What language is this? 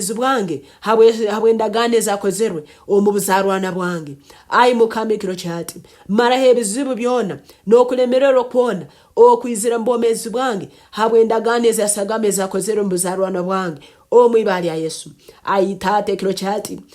Nyankole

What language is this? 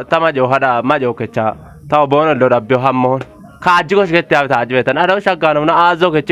Kafa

